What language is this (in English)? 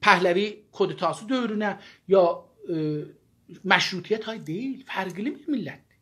South Azerbaijani